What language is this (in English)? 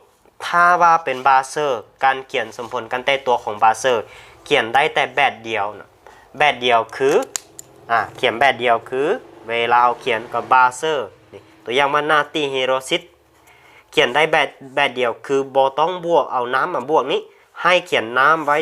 Lao